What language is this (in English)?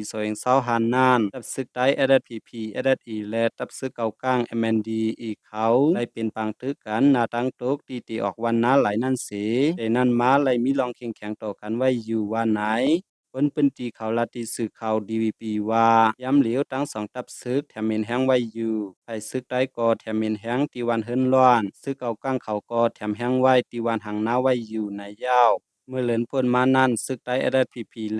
Shan